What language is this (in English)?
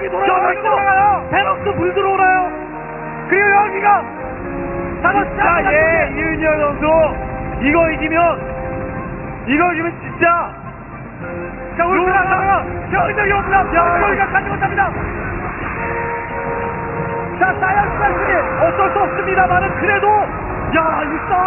Korean